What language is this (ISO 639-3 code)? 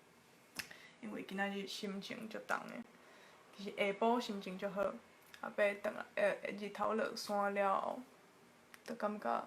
nan